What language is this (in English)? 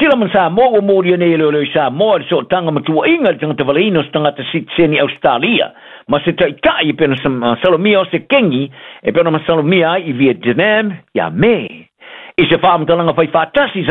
Samoan